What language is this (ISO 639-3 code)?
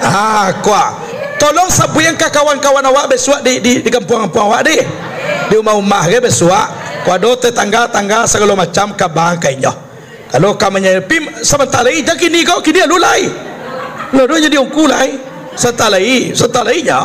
min